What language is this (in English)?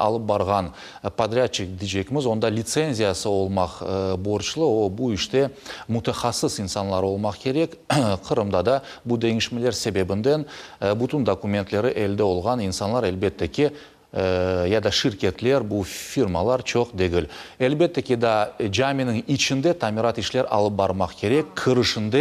Crimean Tatar